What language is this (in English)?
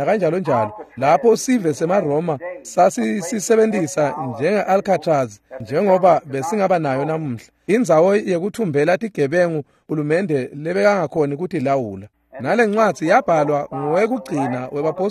Swati